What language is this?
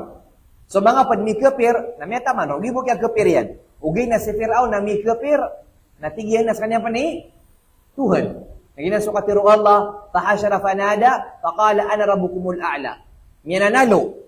Maranao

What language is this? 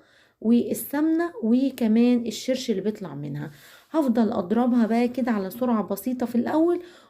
Egyptian Arabic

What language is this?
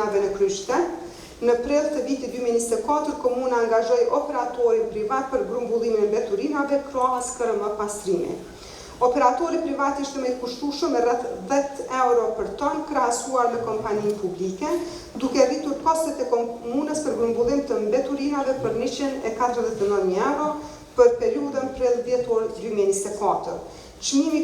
Albanian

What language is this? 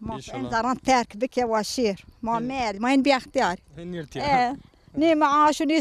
Zaza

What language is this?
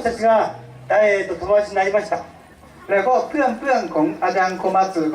Lahu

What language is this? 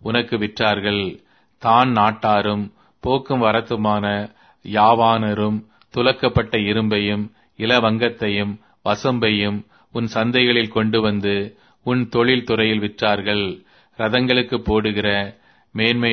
Tamil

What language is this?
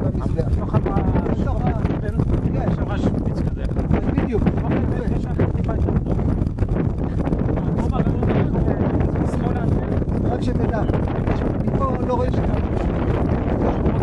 Hebrew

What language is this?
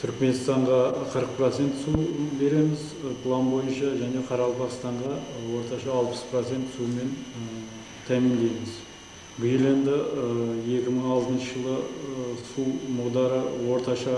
Kara-Kalpak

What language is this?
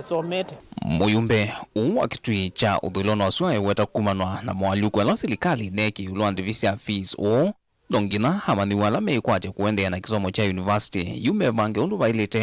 Kamba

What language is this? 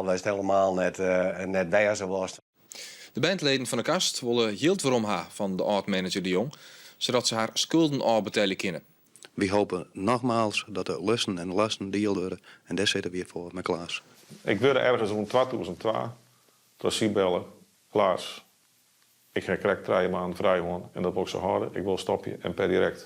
Western Frisian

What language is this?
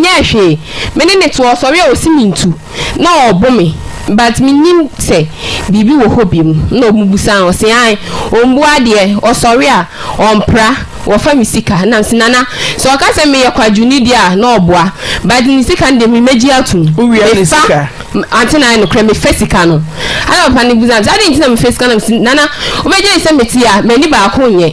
Akan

